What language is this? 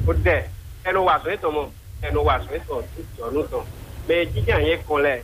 Fon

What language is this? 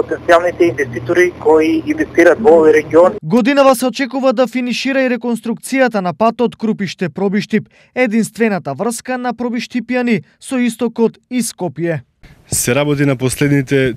Macedonian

